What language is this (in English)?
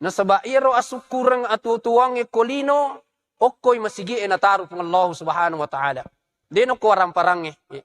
Buginese